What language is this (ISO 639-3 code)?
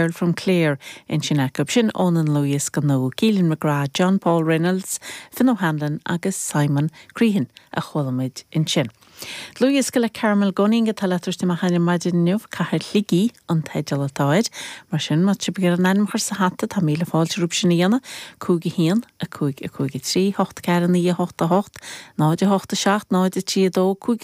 gle